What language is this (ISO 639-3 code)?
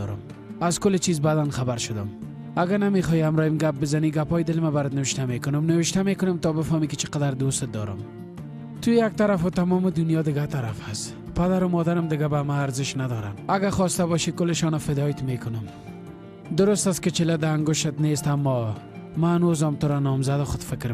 fas